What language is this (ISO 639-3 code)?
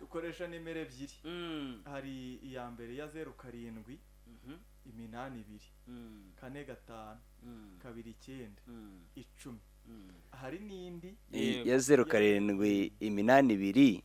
kin